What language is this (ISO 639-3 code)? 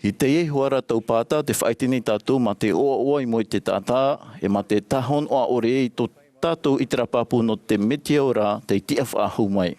tah